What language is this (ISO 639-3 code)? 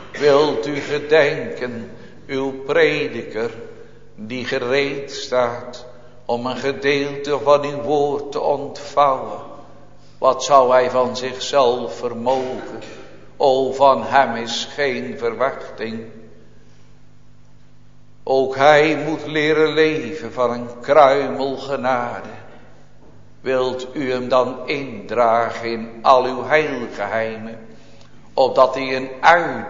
nld